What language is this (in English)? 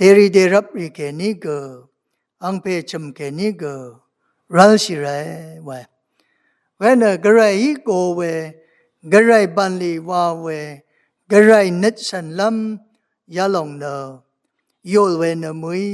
Rawang